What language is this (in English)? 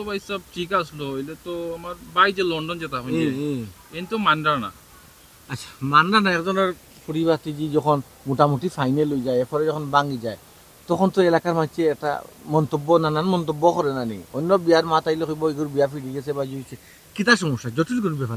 Sylheti